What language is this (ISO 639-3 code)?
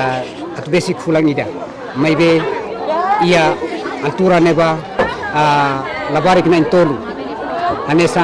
tet